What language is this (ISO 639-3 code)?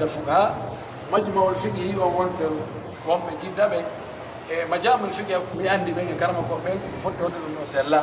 fuf